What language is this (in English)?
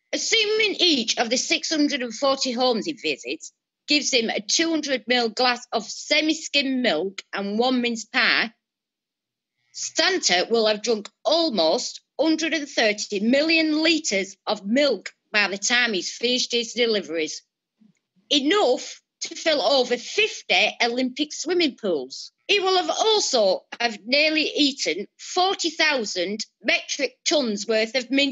English